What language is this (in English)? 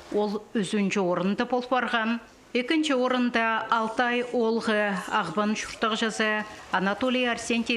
Khakas